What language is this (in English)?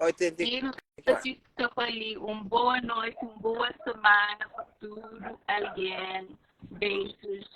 Kabuverdianu